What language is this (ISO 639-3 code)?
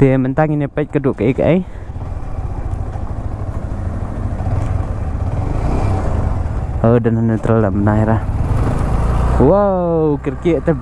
kha